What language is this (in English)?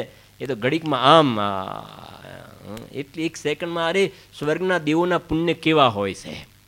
Gujarati